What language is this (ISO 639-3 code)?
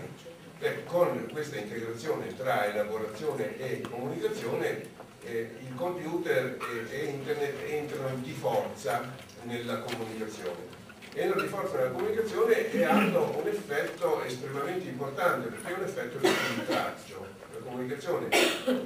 ita